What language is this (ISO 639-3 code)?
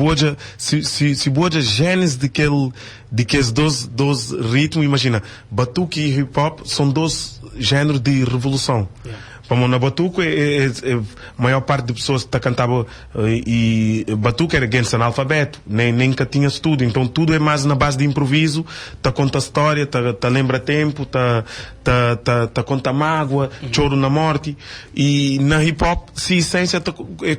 kea